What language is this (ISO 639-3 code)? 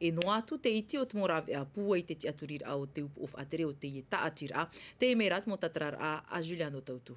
tah